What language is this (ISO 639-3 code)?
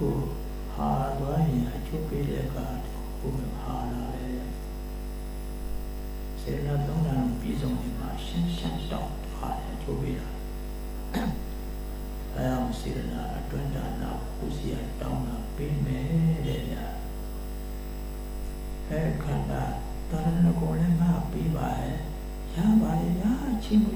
mya